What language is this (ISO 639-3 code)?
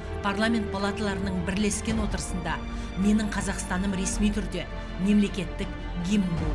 kaz